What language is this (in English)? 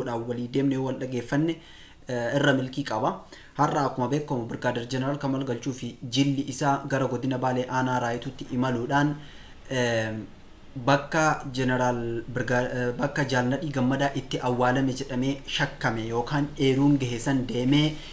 Oromo